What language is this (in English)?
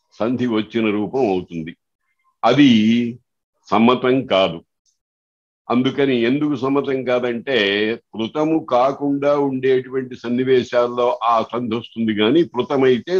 Telugu